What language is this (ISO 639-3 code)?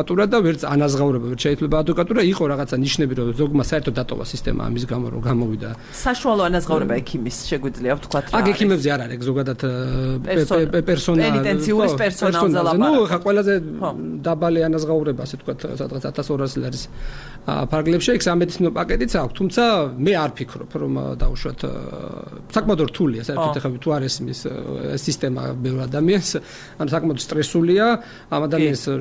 kat